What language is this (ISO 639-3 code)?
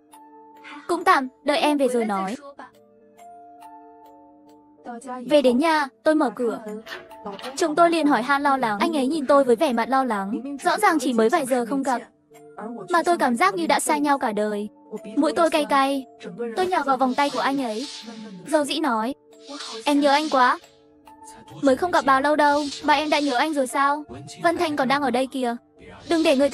vie